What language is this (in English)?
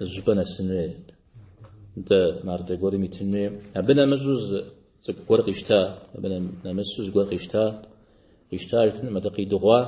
Kabardian